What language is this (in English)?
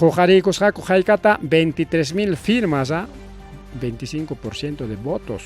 Ayacucho Quechua